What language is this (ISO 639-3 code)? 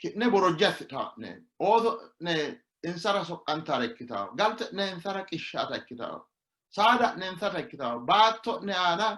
sid